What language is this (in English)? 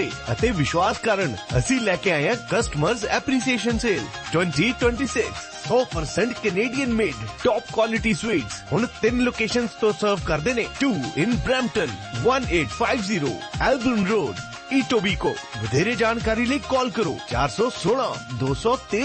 Punjabi